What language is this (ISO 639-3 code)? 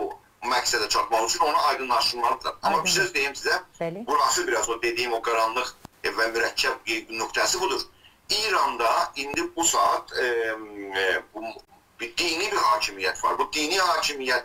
azb